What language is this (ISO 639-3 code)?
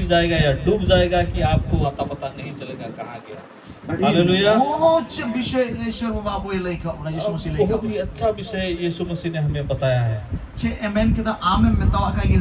sat